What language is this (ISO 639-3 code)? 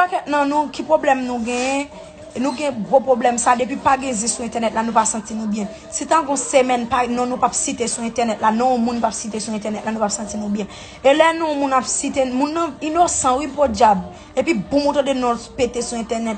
hat